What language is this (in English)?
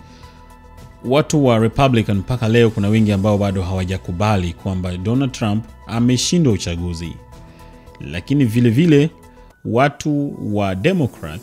Swahili